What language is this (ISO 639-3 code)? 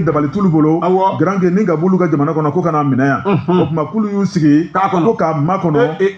bam